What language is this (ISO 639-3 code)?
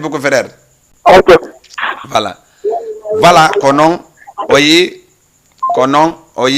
ful